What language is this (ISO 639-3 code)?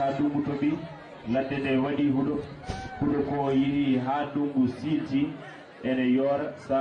ful